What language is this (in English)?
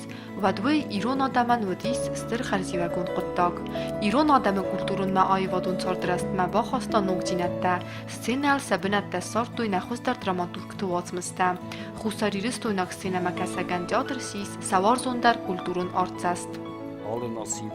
Ossetic